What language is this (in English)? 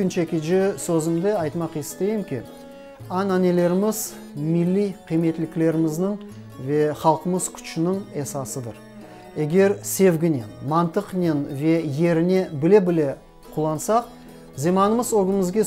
Crimean Tatar